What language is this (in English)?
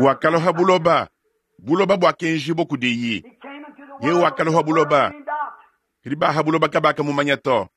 Luba-Lulua